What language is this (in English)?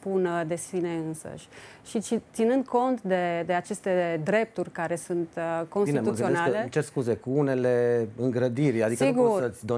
Romanian